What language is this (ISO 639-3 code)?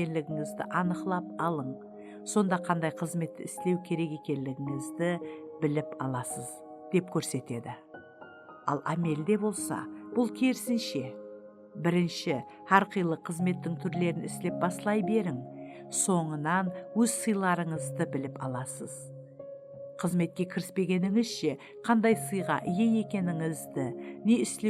kaa